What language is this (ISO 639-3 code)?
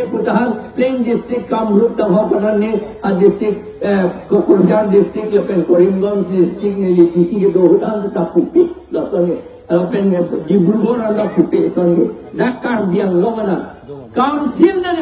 mjw